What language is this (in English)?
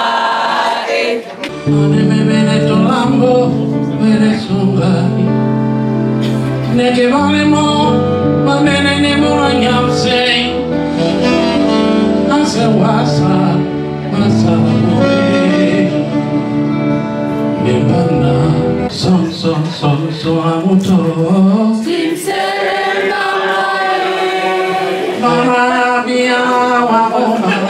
French